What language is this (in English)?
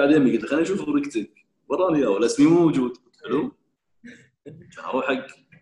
Gulf Arabic